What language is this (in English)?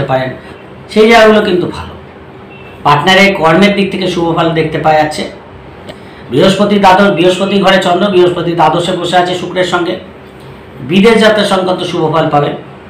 Bangla